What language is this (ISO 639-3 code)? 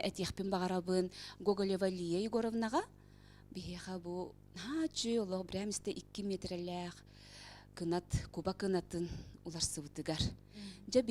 sah